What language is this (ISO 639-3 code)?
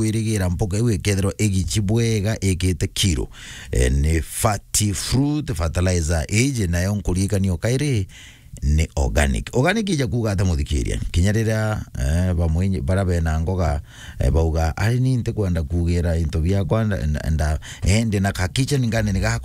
mer